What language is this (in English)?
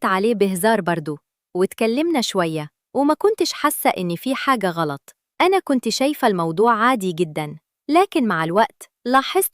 Egyptian Arabic